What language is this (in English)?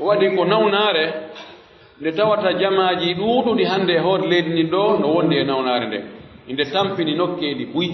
Pular